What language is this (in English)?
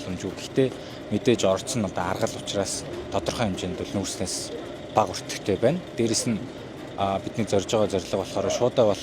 Mongolian